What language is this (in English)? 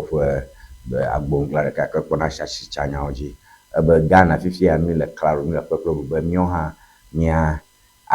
Ewe